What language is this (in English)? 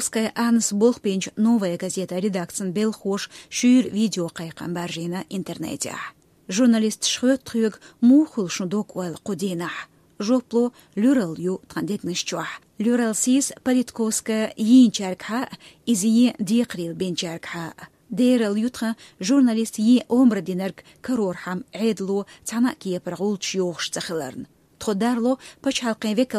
Chechen